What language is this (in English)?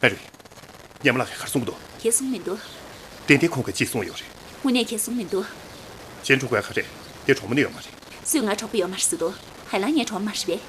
Tibetan